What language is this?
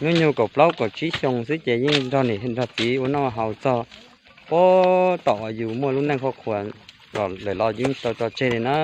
Hmong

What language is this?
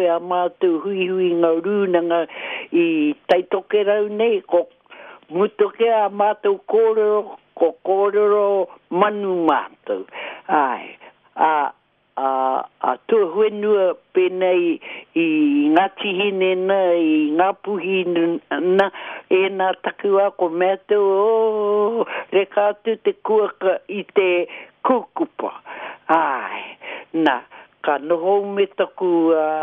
Māori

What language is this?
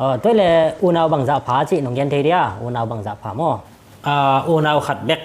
Tedim Chin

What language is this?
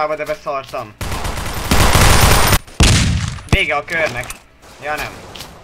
Hungarian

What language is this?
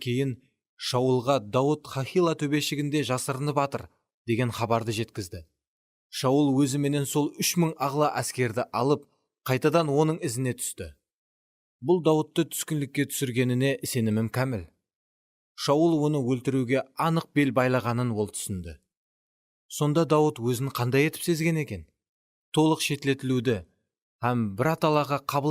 Kara-Kalpak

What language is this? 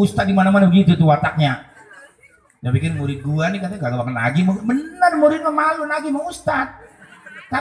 Betawi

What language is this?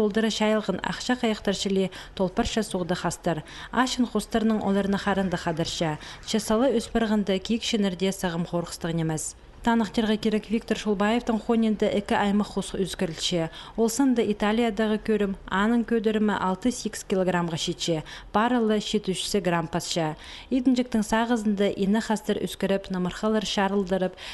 Khakas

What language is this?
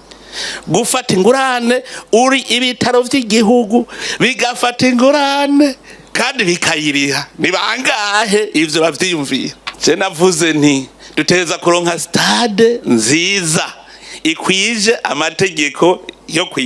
Rundi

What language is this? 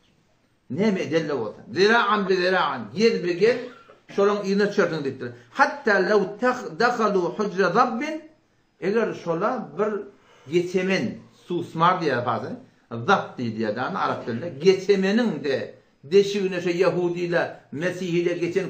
Turkmen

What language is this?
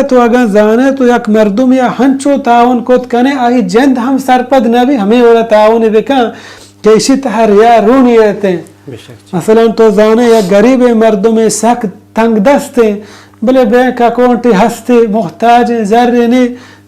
Baluchi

